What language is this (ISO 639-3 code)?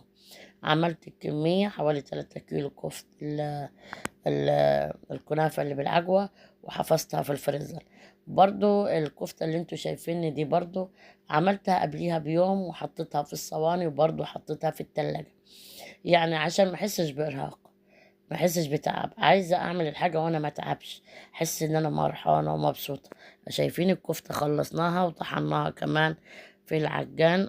arz